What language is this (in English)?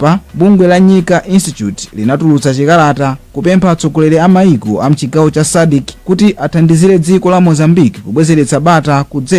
Nyanja